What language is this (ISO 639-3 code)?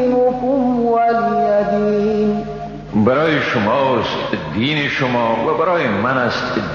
fas